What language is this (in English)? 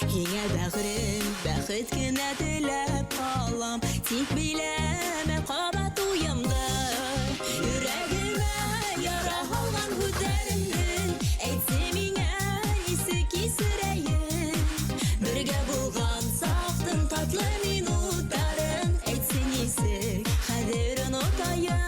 Bashkir